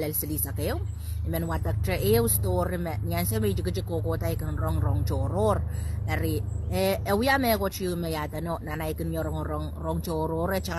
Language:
Pohnpeian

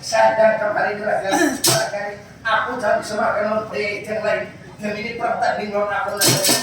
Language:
Banjar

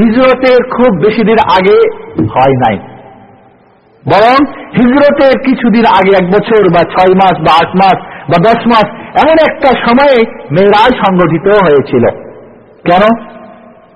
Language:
Bangla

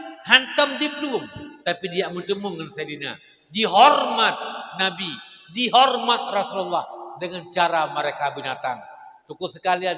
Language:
Achinese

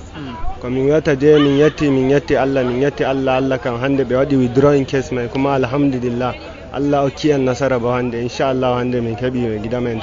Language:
Fula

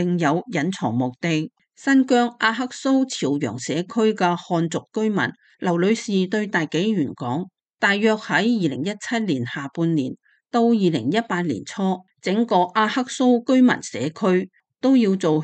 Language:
Cantonese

